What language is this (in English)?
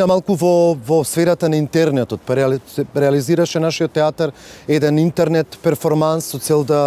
Macedonian